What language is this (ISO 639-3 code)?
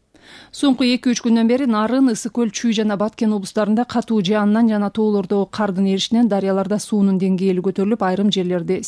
kir